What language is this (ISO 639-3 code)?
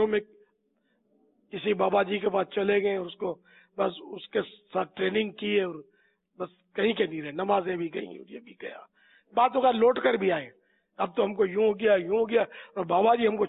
urd